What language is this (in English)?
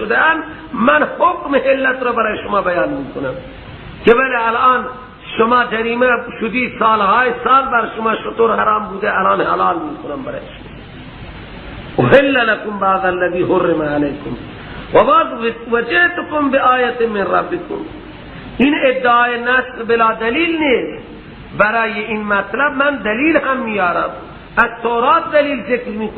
Persian